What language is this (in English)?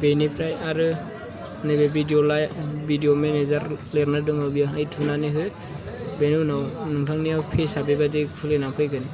Bodo